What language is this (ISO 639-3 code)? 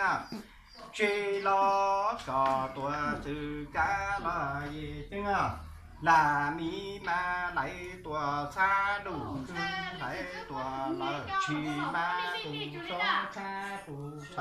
hmn